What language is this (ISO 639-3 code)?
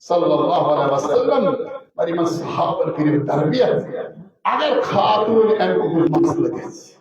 kas